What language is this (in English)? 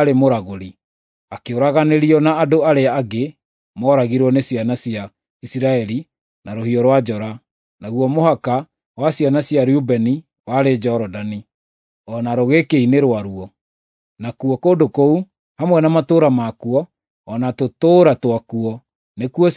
Kikuyu